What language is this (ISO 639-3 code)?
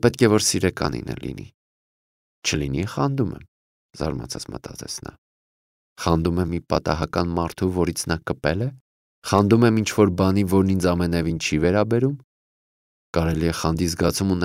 hye